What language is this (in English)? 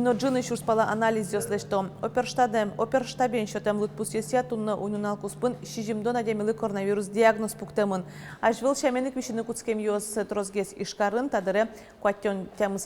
Udmurt